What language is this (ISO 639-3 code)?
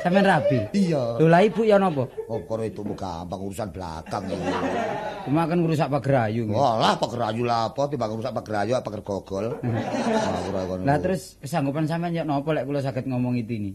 jav